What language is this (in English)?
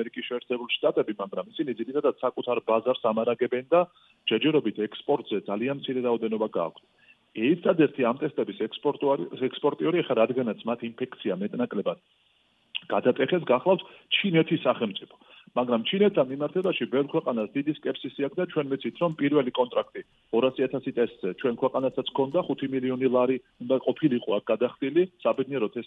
Georgian